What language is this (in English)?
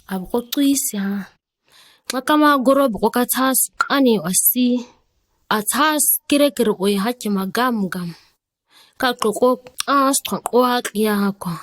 ǁGana